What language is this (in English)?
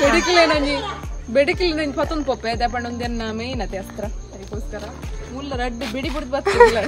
Tulu